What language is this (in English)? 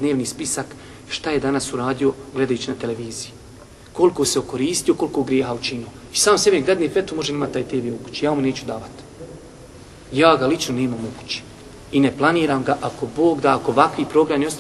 Bosnian